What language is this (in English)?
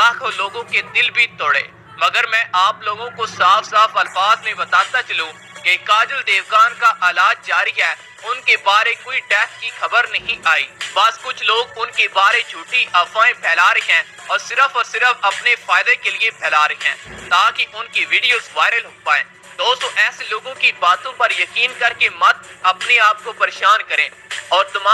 Urdu